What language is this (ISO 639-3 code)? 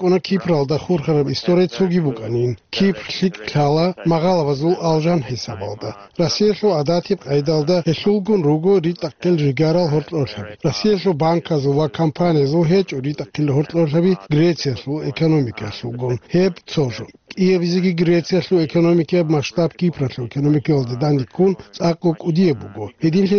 ava